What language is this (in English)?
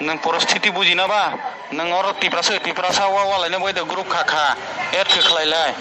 Kok Borok